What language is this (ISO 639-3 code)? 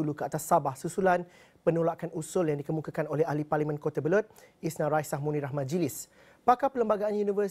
msa